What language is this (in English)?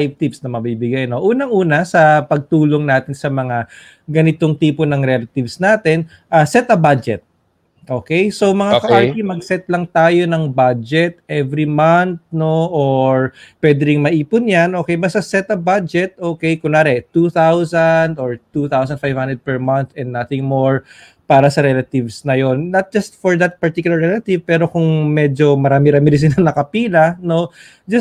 Filipino